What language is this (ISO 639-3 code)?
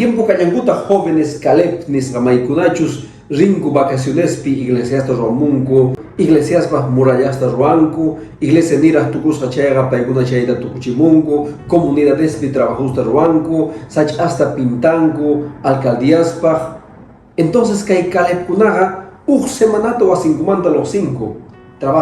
que